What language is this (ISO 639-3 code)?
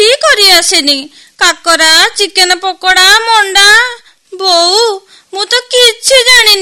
ori